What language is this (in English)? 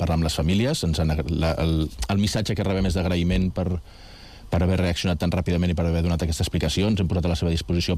Catalan